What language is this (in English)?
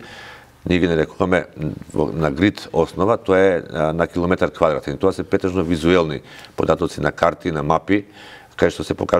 Macedonian